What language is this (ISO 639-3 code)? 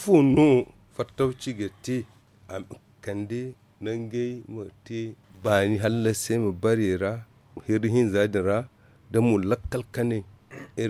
dje